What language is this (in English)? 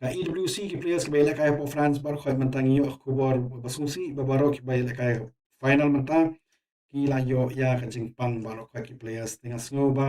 Khasi